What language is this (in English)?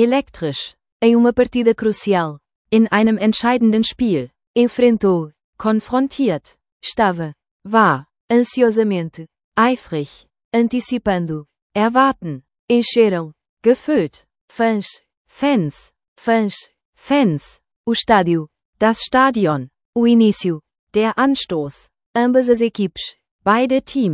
Portuguese